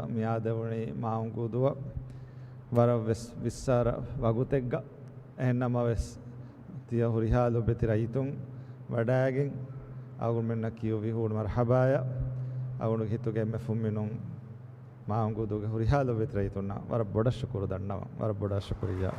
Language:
Divehi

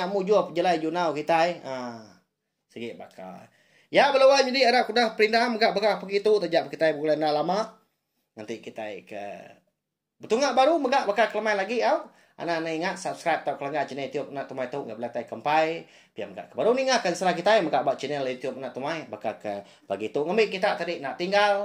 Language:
Iban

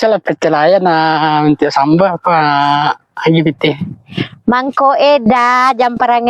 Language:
Minangkabau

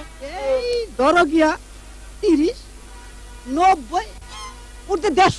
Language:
Bangla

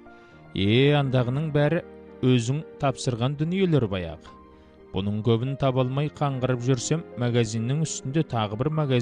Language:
Kazakh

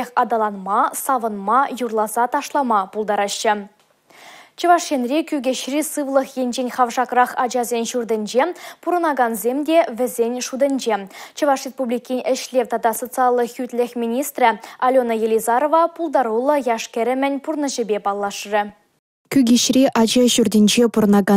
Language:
Chuvash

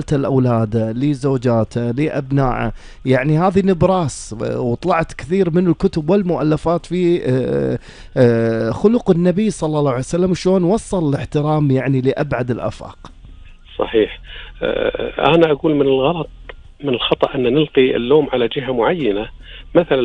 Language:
Gulf Arabic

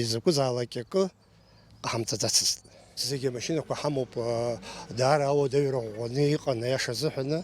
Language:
Abkhazian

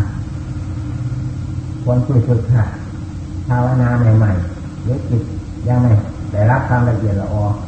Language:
Thai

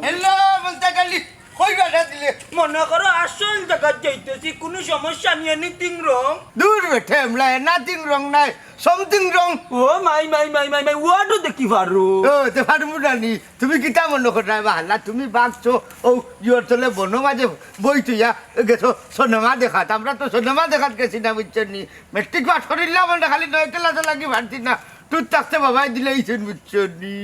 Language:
Sylheti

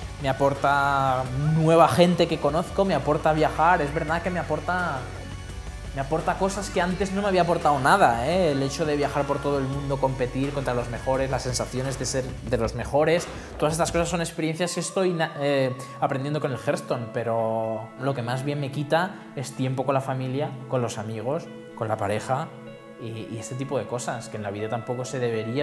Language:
Spanish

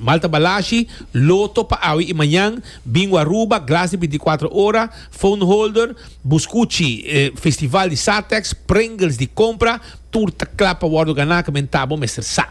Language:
Papiamento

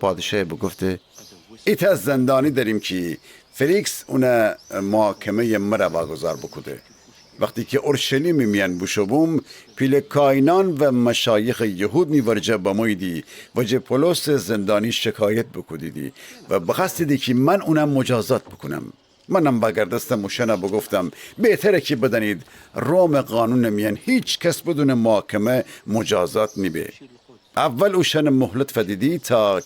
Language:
Gilaki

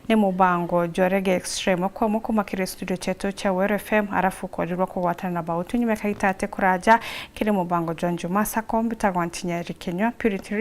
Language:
Meru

